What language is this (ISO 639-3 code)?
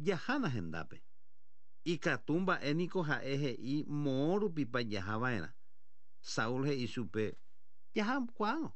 grn